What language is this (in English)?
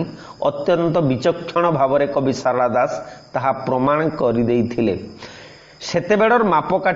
Odia